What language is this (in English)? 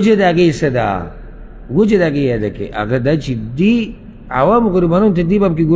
Pashto